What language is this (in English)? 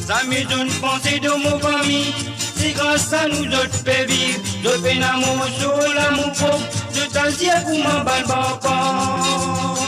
Morisyen